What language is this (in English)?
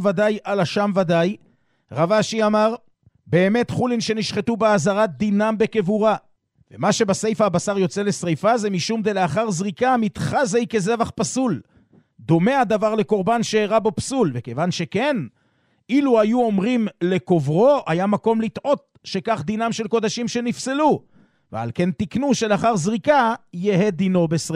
Hebrew